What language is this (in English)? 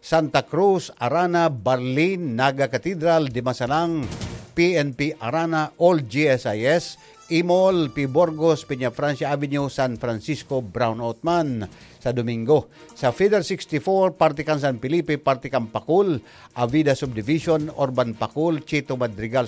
Bikol